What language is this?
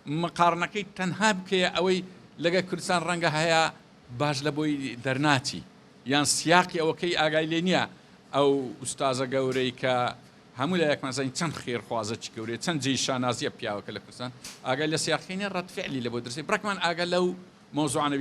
Central Kurdish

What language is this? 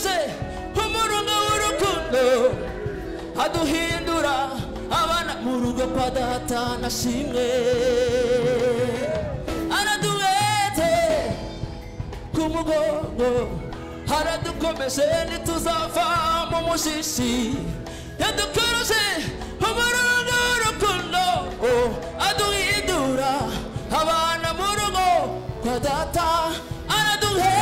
Kinyarwanda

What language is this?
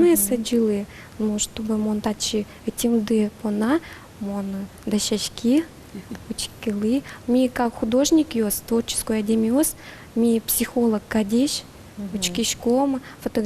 Udmurt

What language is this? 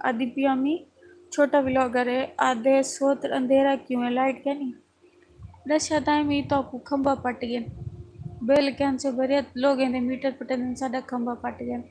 Saraiki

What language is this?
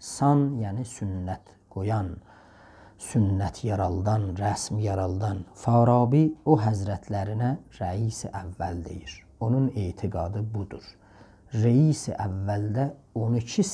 South Azerbaijani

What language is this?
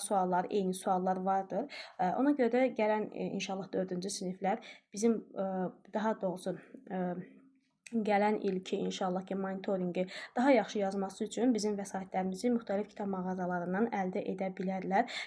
Azerbaijani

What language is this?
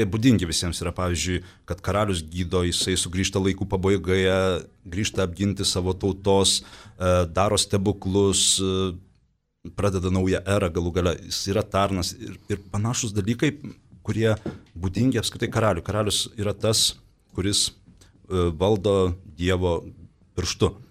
Lithuanian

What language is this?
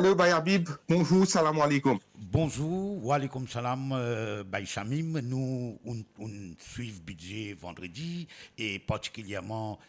Morisyen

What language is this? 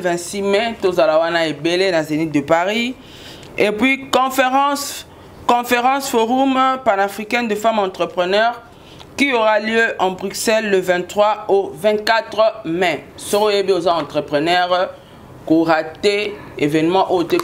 Lingala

